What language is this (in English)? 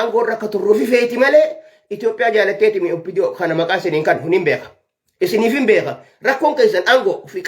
Oromo